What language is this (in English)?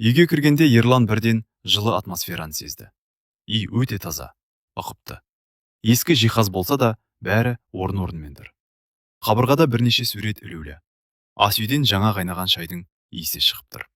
Kazakh